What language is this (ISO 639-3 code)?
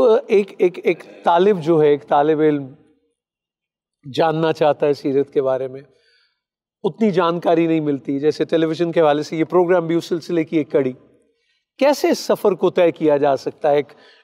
urd